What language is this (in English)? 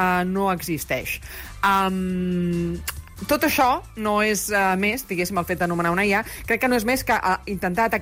Catalan